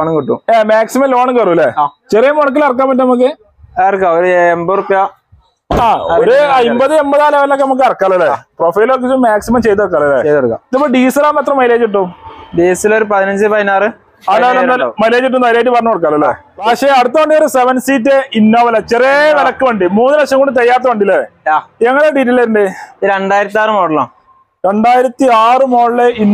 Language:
Malayalam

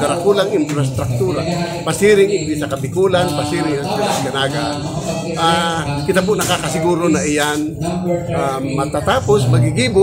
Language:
Bikol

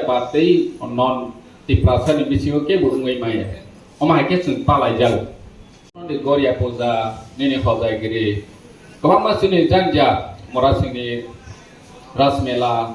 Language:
Kok Borok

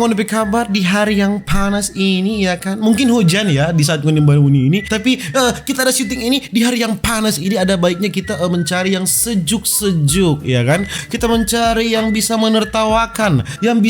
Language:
Manado Malay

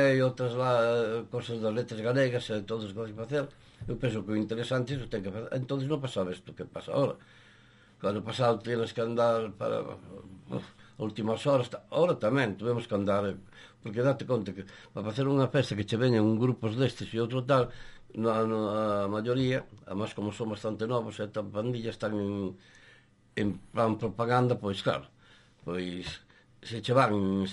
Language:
Galician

